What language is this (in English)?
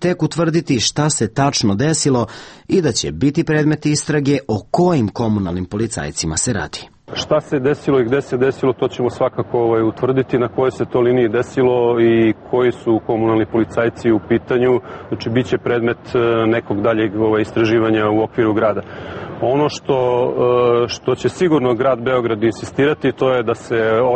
Serbian